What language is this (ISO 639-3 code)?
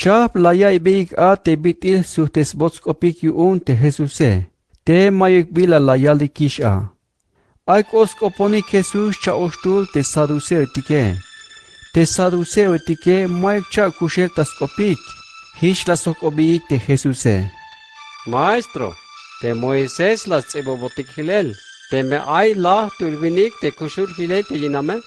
tzh